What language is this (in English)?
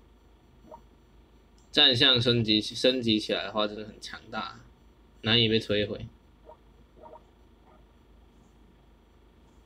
Chinese